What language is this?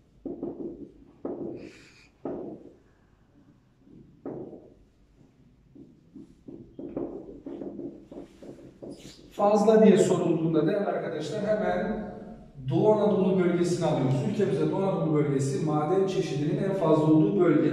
Turkish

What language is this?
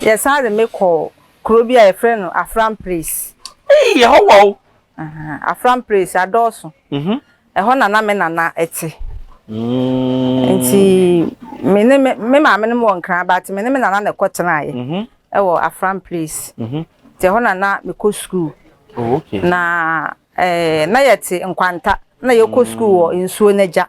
Akan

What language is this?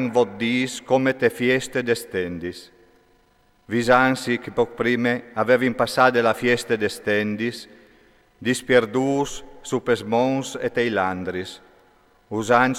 Friulian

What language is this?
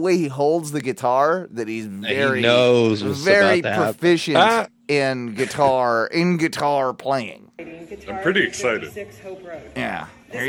English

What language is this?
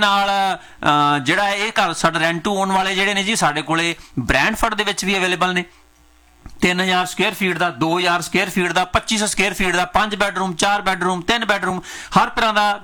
Punjabi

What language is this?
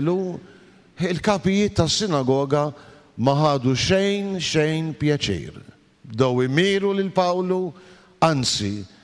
Maltese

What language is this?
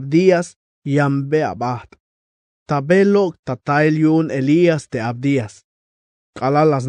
Tzeltal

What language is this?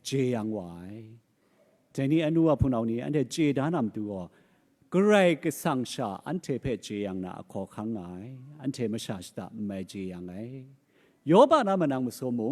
Kachin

